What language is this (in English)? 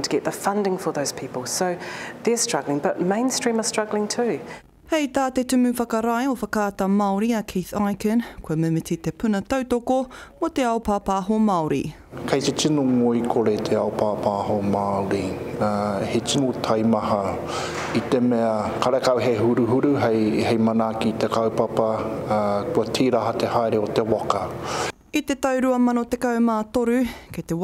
Māori